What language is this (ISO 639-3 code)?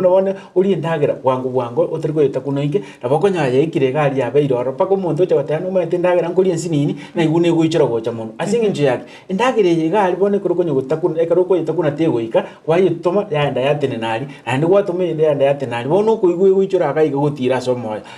guz